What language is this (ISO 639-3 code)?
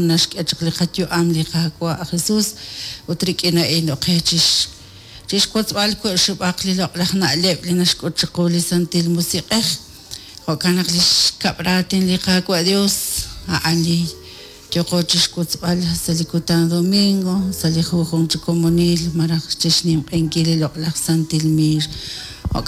kek